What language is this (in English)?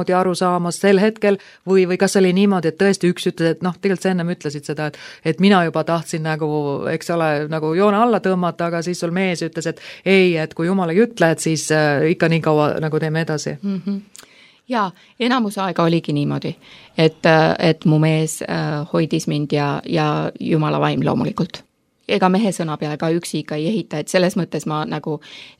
Estonian